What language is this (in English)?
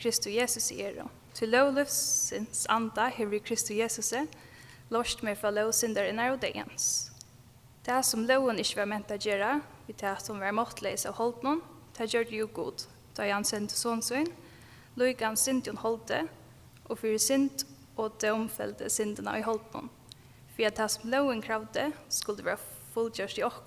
Faroese